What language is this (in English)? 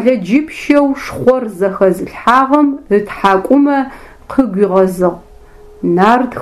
Adyghe